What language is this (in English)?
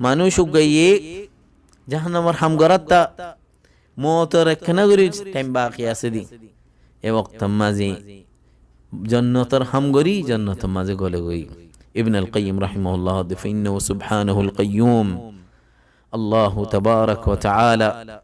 Rohingya